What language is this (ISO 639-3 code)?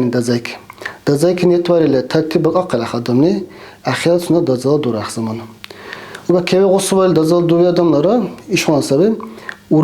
dar